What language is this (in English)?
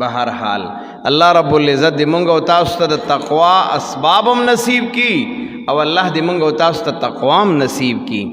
Pashto